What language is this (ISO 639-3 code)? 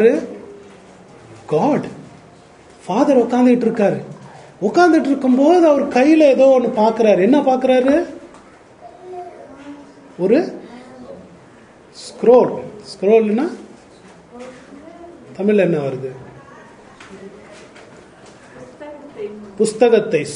tam